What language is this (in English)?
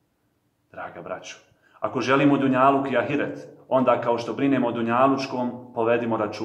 Bosnian